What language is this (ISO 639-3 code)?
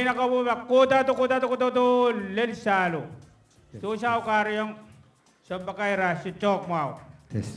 pon